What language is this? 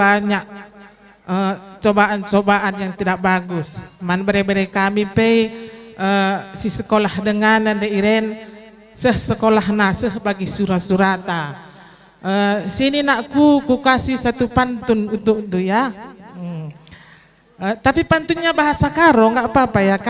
Batak Karo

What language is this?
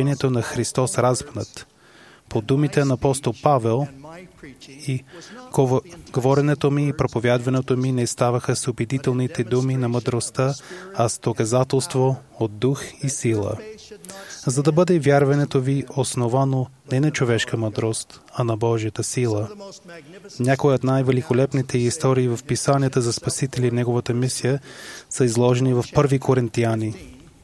Bulgarian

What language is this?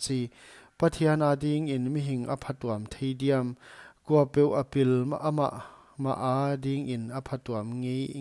Paite Chin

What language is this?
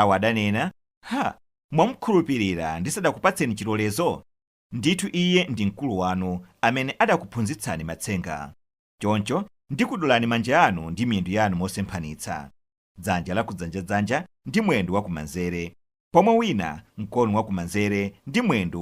Nyanja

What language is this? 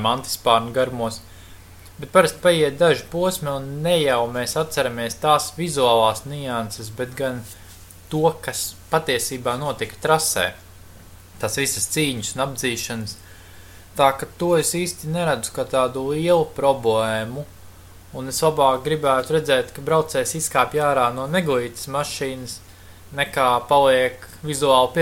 Latvian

